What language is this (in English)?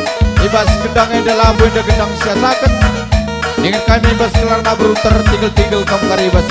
Batak Karo